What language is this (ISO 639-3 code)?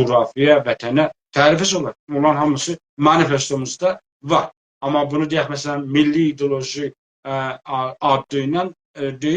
azb